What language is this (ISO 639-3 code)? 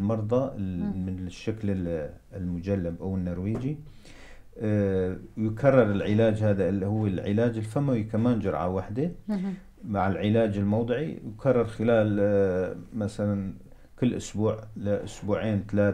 apc